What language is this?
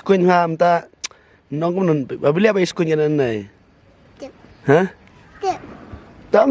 Khasi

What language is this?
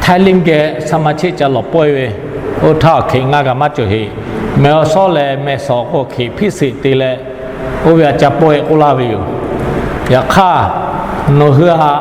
Lahu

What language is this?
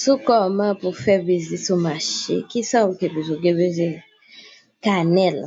Haitian Creole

